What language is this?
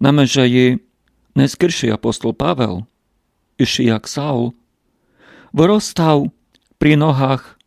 Rusyn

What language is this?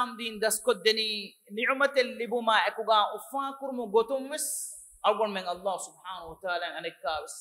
Divehi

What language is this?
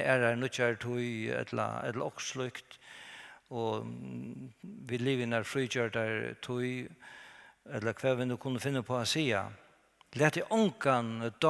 Faroese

